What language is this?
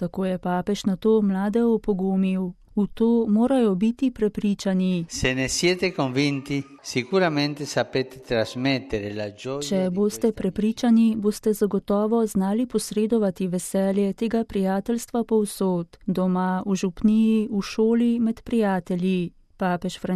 Slovenian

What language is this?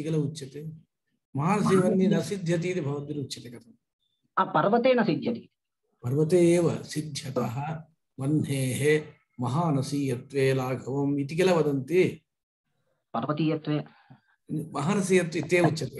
Sanskrit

